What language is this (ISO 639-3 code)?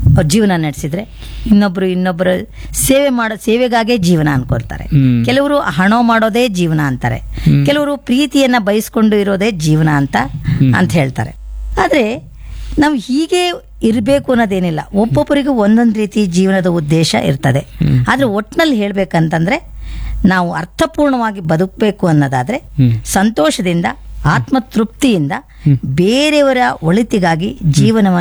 kan